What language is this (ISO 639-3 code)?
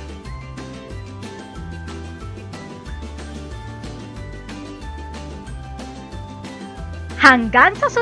bik